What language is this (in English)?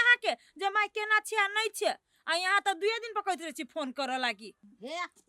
Maithili